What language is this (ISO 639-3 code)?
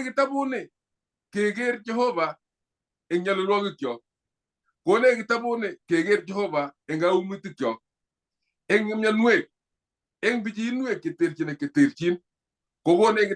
kln